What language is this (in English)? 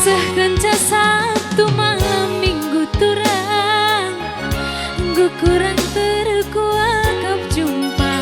Batak Karo